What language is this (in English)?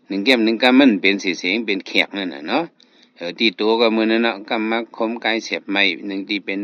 Shan